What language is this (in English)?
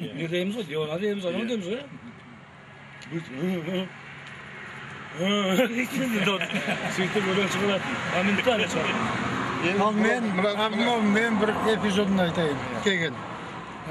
Kazakh